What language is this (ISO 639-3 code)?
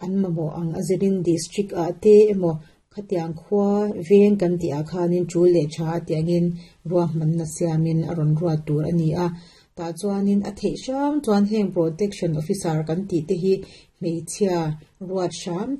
lus